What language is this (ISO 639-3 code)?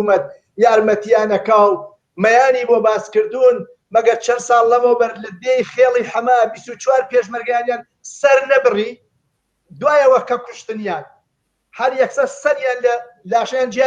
ckb